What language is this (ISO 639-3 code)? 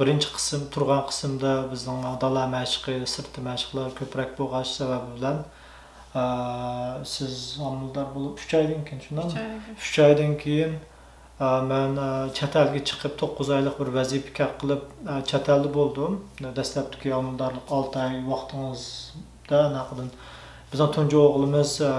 uig